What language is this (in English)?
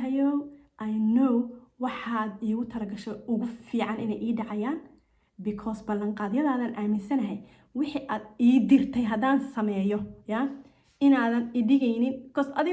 Somali